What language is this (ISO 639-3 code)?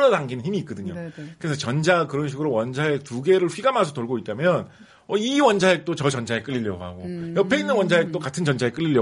kor